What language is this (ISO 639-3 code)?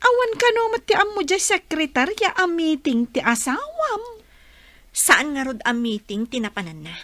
ilo